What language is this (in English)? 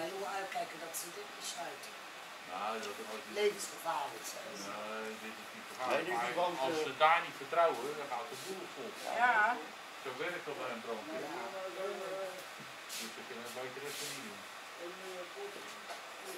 Dutch